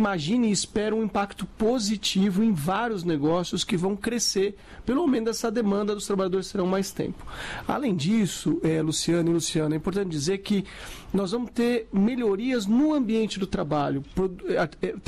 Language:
Portuguese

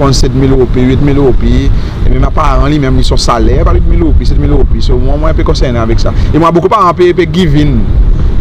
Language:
Seselwa Creole French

